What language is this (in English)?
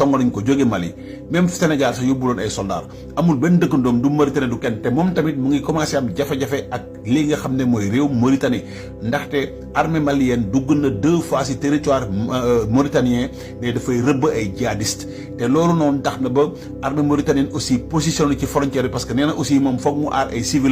Wolof